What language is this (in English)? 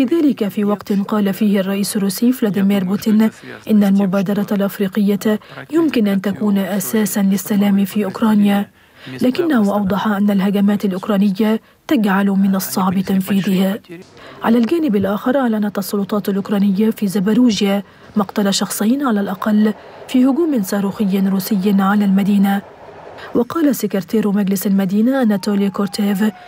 Arabic